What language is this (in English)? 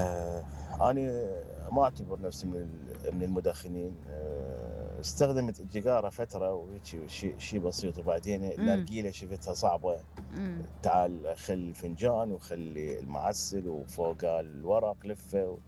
Mesopotamian Arabic